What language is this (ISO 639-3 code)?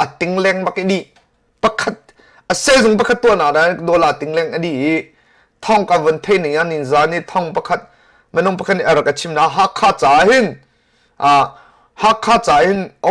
cnh